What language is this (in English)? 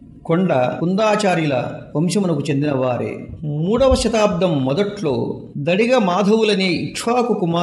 Telugu